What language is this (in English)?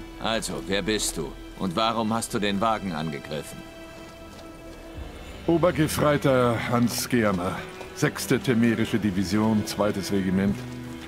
German